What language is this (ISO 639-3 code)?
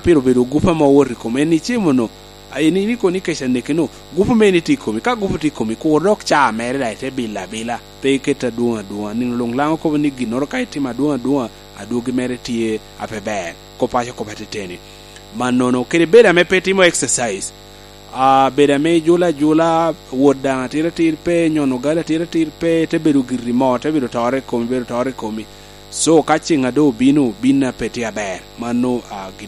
laj